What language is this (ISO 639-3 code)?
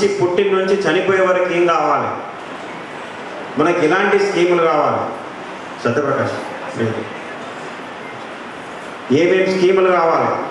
tel